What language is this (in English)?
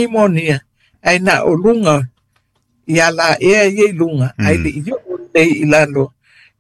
Samoan